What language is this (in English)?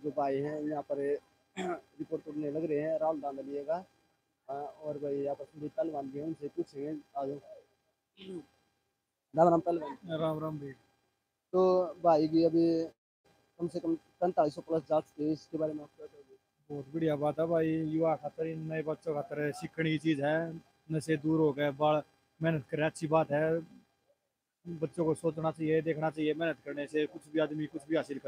Hindi